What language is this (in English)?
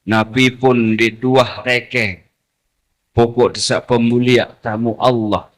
Sasak